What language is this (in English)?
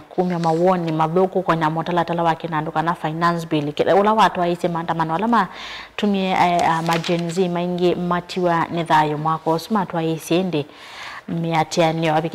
Kamba